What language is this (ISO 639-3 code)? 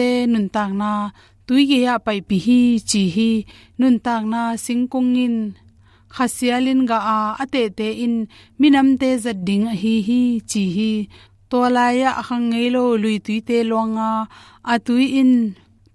ctd